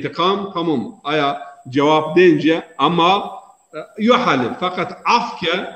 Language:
Zaza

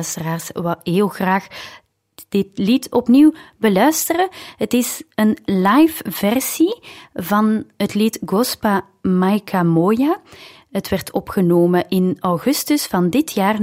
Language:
Dutch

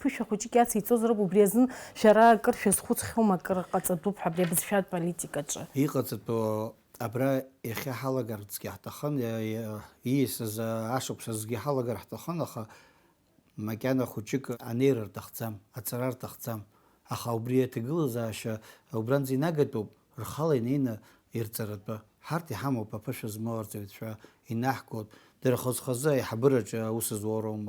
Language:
Abkhazian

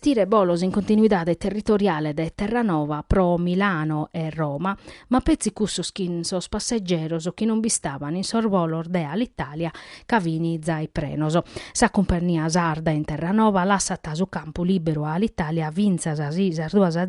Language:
Sardinian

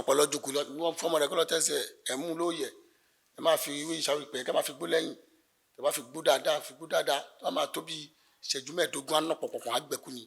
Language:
Yoruba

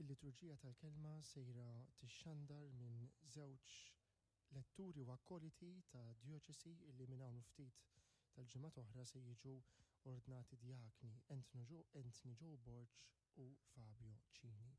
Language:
Maltese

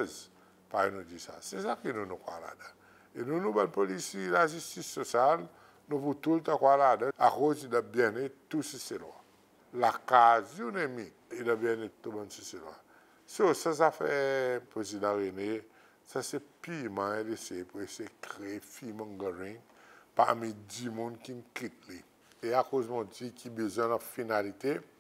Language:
Seselwa Creole French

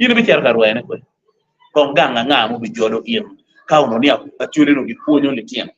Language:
Acoli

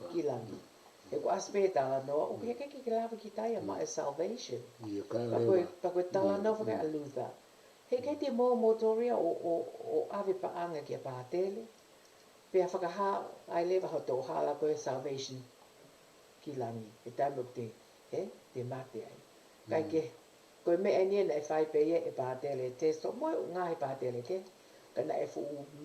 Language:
Tongan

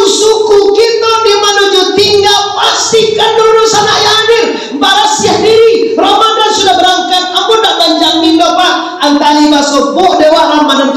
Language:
Minangkabau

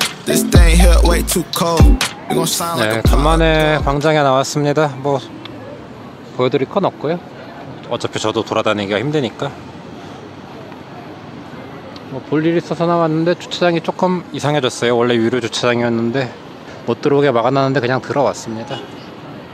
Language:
Korean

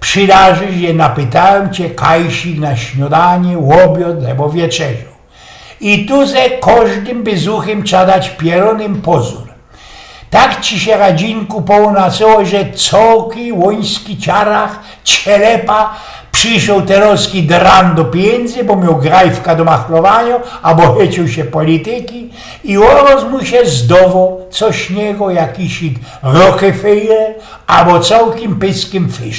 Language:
Silesian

